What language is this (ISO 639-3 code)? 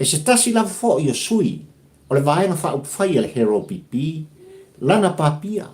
smo